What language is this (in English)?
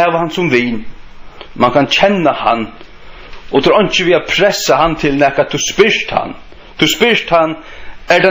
Faroese